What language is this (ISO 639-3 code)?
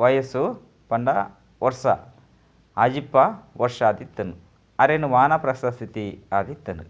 tcy